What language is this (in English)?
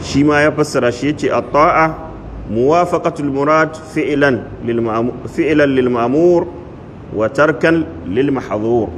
Hausa